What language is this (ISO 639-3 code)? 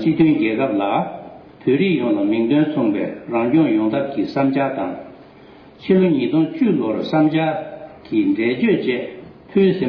bod